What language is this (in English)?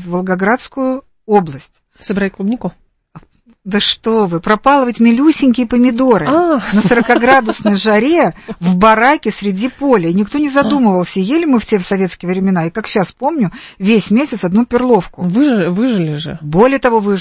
Russian